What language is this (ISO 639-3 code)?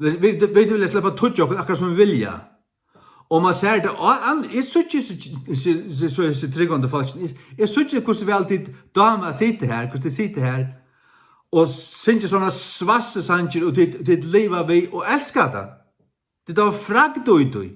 fao